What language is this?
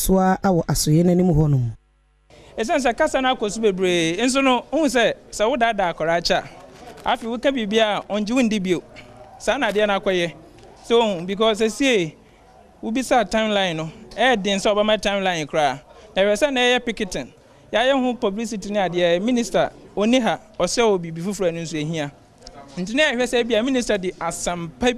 Akan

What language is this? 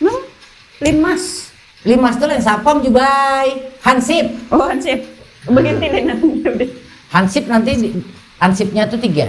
Banjar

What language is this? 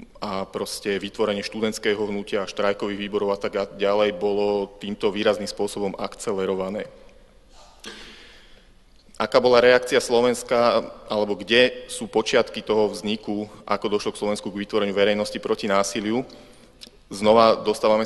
Slovak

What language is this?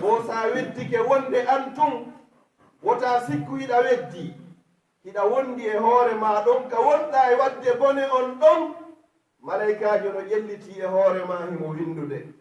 Fula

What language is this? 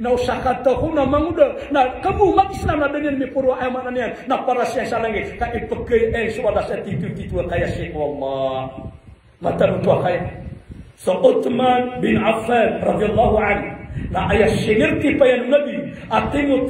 Maranao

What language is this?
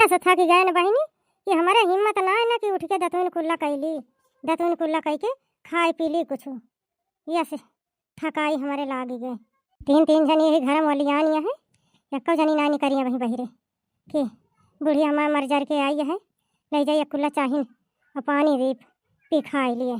Awadhi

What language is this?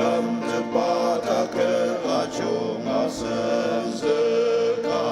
Ao Naga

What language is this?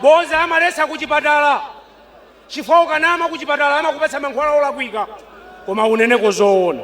Nyanja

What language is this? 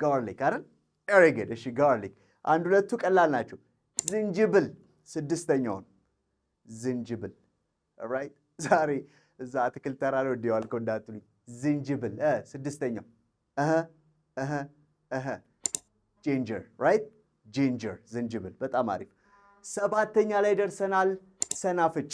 Amharic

